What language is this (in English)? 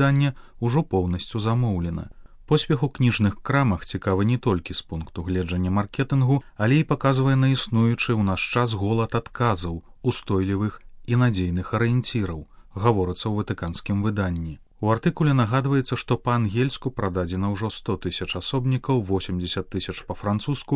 Belarusian